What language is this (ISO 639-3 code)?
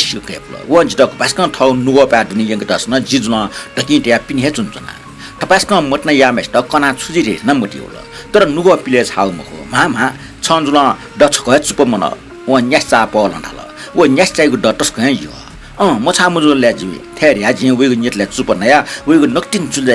new